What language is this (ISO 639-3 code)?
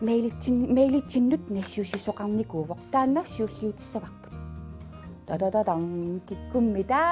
kal